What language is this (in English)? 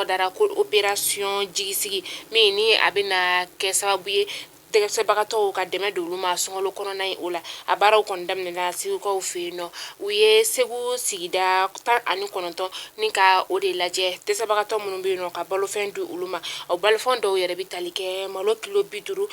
Bambara